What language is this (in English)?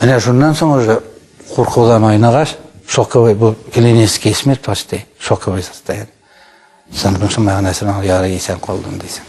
Tatar